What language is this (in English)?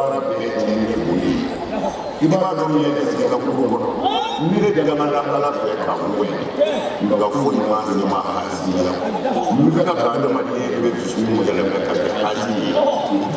Bambara